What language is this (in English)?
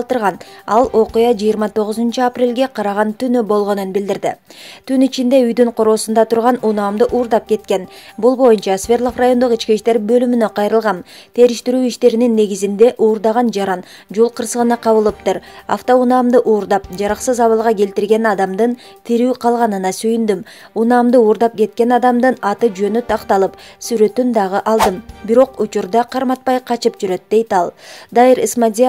Kyrgyz